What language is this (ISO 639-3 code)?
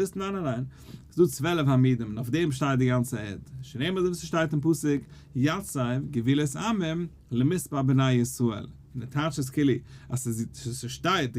yid